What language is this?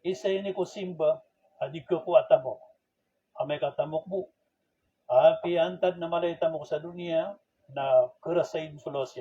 Maranao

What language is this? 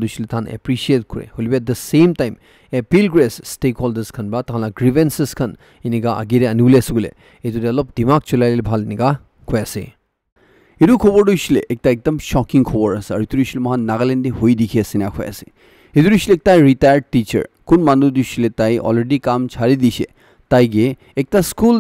Naga Pidgin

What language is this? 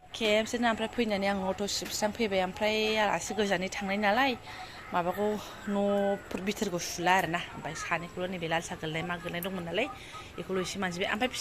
Bodo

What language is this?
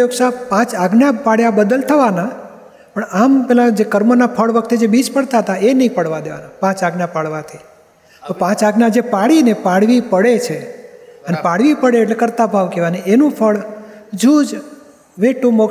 Gujarati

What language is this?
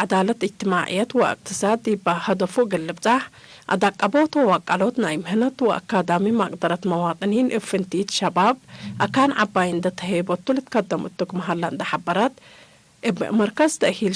Tigre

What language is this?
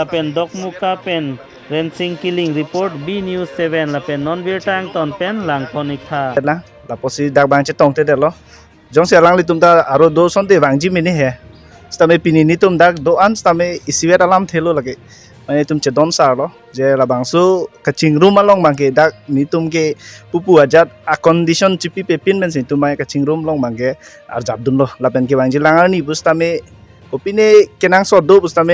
Karbi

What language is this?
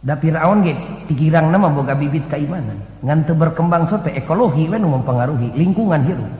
Sundanese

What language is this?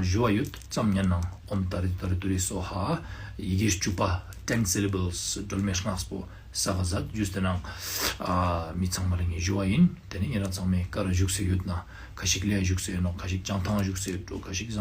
Ladakhi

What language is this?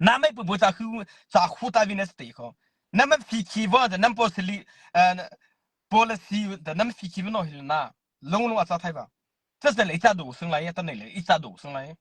Mara Chin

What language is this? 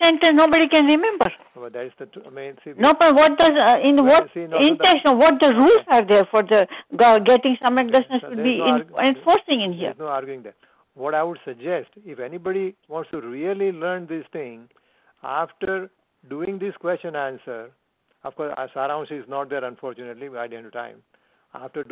Gujarati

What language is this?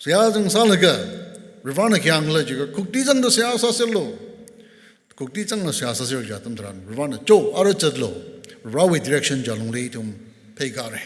Tangkhul Naga (India)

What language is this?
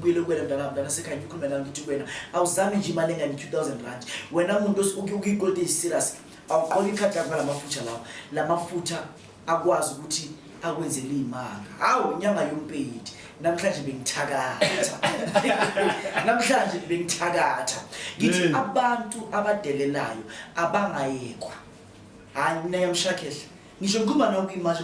Zulu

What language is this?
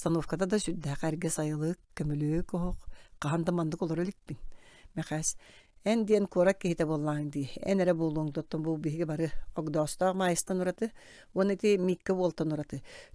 Yakut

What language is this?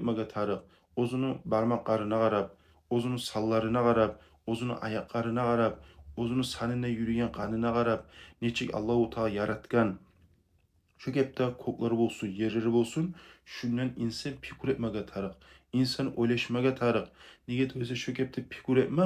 Kumyk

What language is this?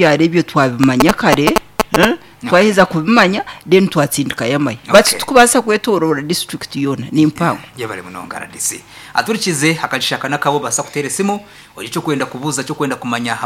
Nyankole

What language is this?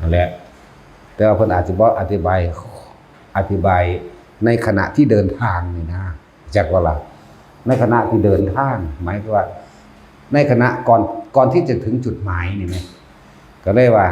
Northeastern Thai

